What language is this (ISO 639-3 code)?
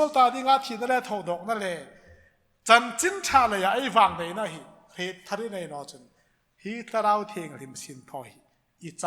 hmr